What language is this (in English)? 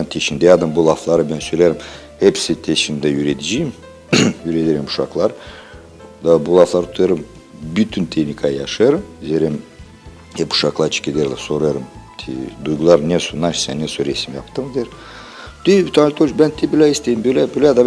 Gagauz